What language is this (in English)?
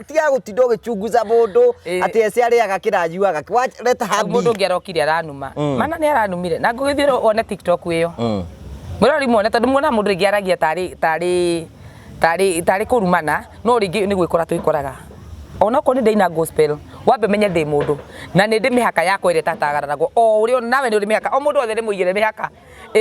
Kikuyu